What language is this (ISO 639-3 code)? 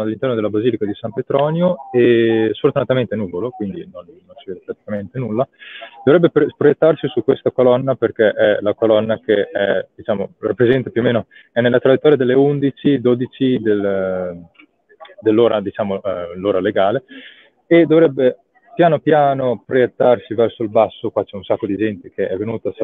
ita